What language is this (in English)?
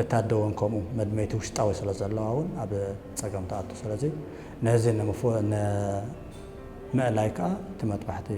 Tigrinya